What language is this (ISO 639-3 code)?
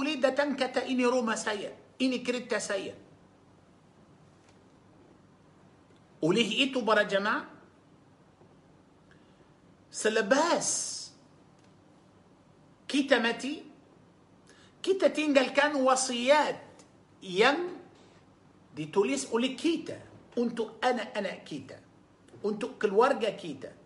msa